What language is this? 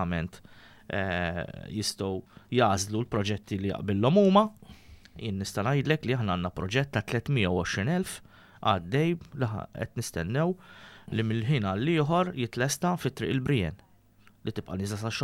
Maltese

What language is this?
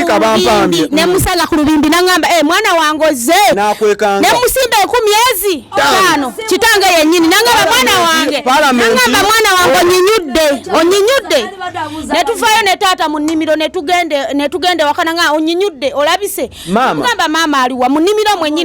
Ganda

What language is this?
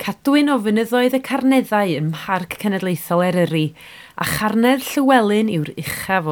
Welsh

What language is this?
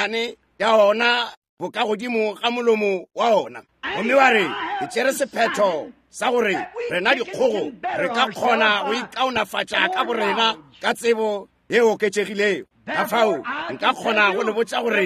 Northern Sotho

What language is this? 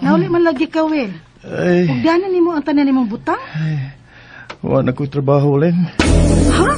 Cebuano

